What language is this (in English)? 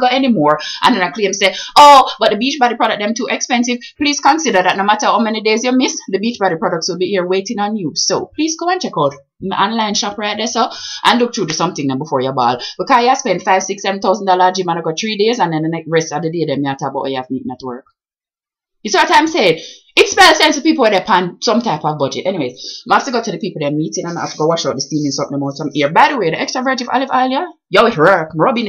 Jamaican Creole English